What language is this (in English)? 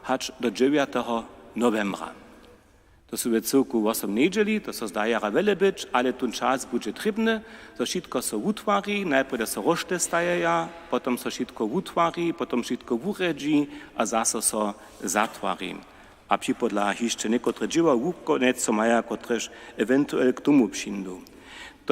Upper Sorbian